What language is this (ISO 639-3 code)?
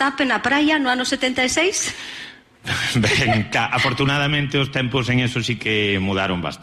glg